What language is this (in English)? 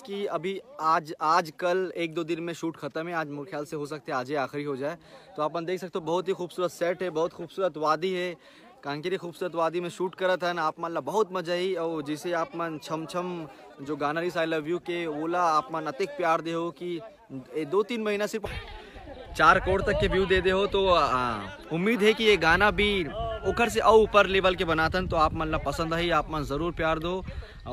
Chhattisgarhi